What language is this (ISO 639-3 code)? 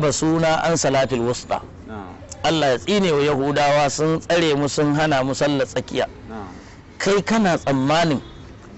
hau